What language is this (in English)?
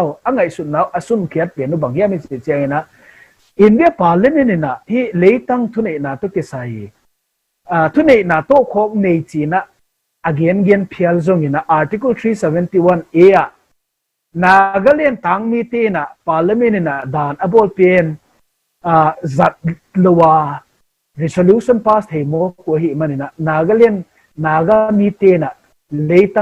Tedim Chin